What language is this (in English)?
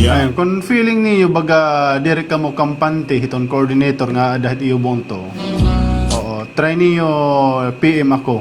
Waray